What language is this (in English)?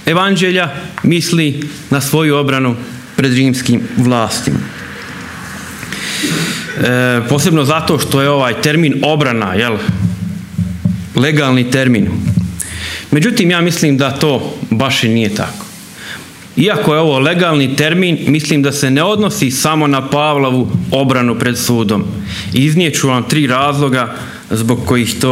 Croatian